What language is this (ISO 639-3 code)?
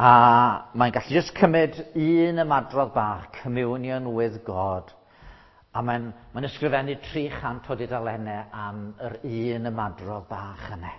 cym